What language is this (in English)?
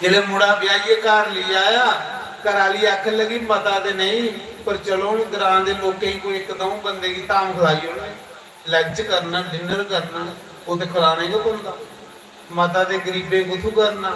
Dogri